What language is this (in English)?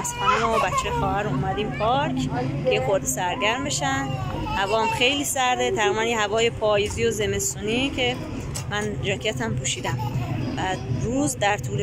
Persian